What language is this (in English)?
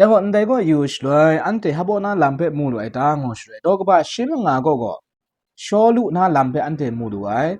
Kachin